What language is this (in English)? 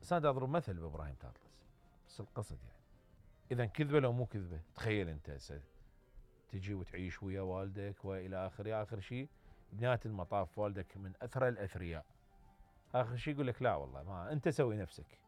Mesopotamian Arabic